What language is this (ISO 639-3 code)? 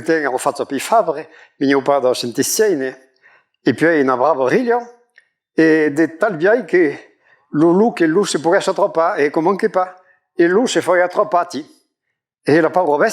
oci